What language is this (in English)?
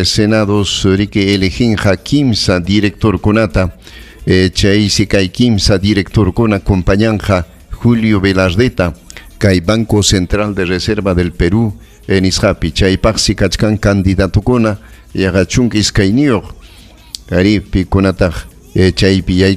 Ayacucho Quechua